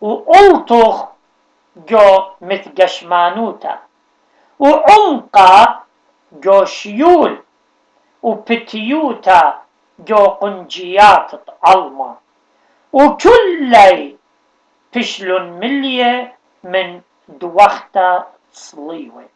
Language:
Assyrian Neo-Aramaic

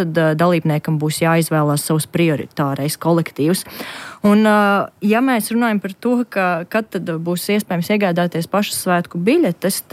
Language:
Latvian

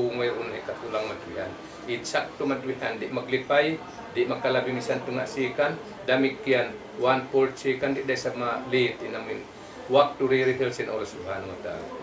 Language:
Tausug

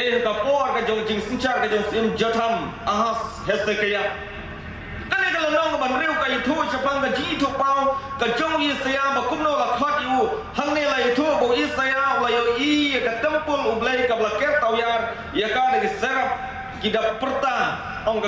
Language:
Khasi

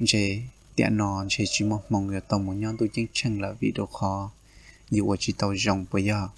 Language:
Hmong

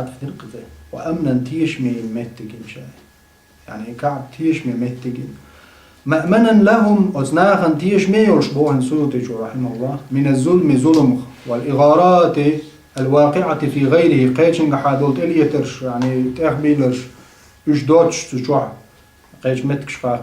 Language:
Chechen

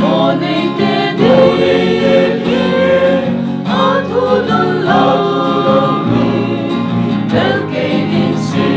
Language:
Paite Chin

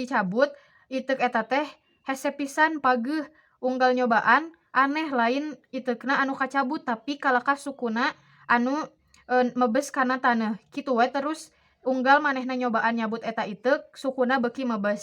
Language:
Sundanese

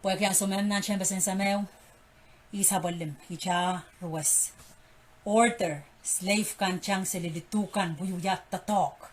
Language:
Pohnpeian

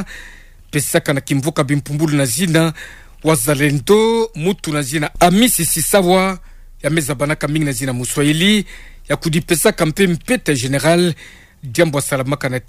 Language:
Kituba (Democratic Republic of Congo)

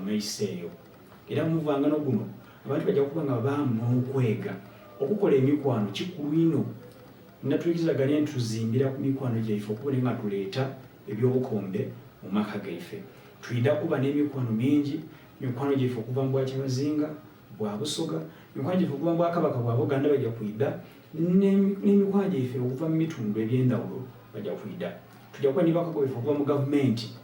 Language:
Soga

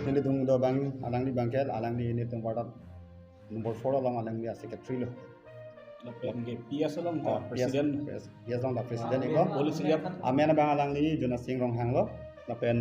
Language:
Karbi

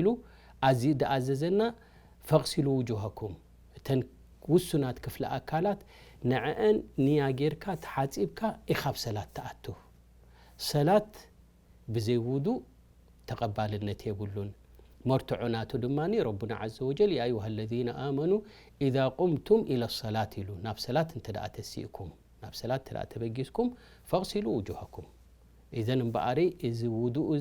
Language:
Tigrinya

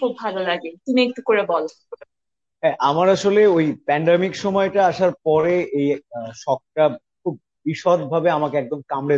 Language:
Bangla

